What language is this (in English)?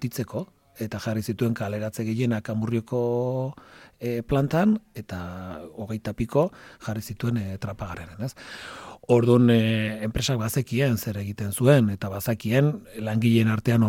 Basque